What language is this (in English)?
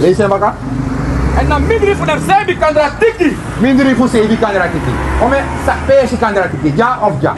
Sranan Tongo